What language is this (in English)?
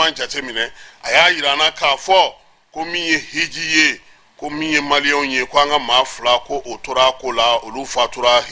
Bambara